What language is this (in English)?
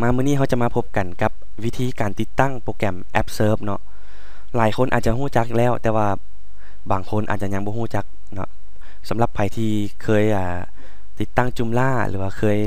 Lao